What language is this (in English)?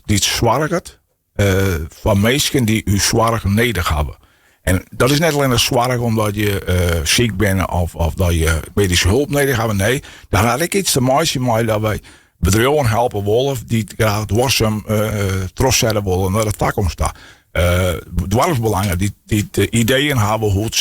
Western Frisian